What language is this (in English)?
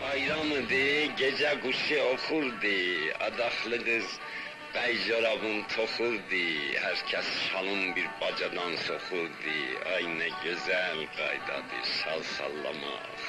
South Azerbaijani